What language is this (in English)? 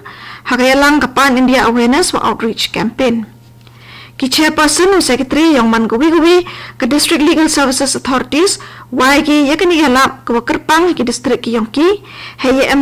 Garo